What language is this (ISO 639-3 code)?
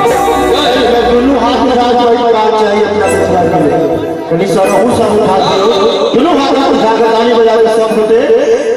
mai